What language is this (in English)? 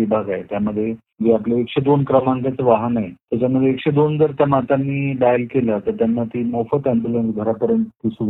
Marathi